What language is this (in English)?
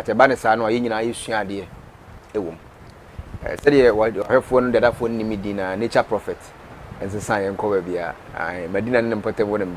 Akan